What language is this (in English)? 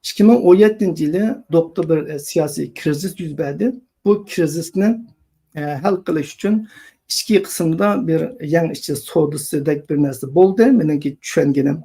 Uyghur